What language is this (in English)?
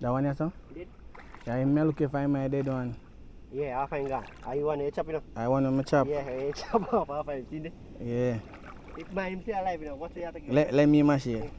Jamaican Creole English